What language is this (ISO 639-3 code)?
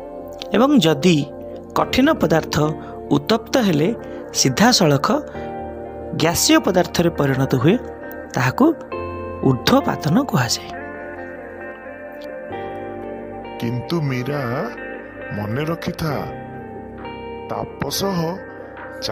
ori